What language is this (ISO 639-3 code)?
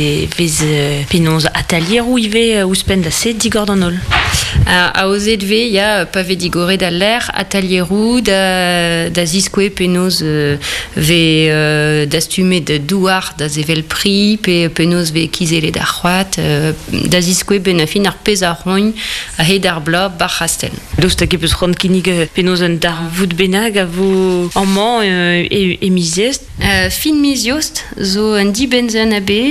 bre